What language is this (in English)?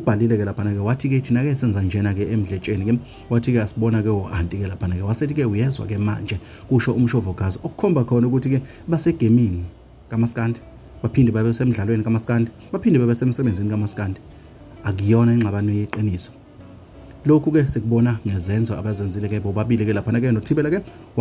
Zulu